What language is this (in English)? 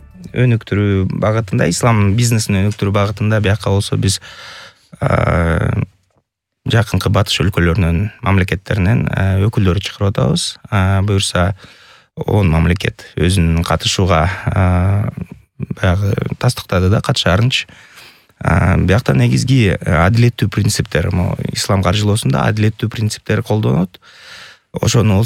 Kyrgyz